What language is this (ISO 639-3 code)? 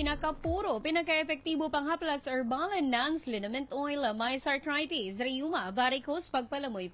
fil